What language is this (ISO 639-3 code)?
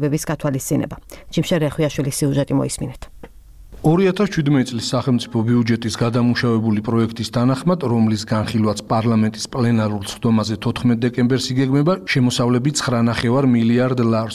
kat